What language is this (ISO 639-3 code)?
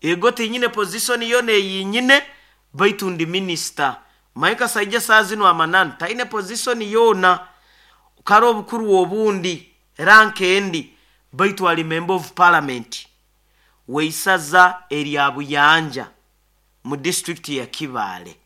nyo